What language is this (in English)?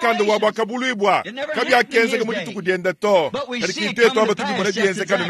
Luba-Lulua